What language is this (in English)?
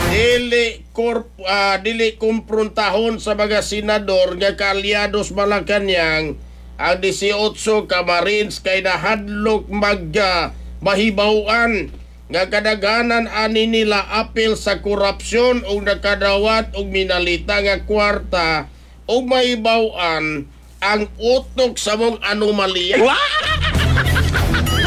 Cebuano